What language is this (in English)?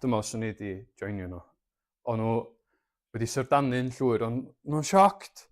Welsh